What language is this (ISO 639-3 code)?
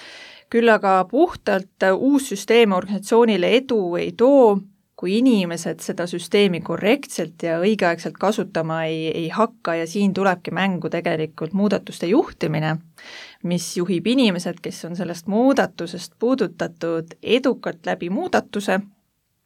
est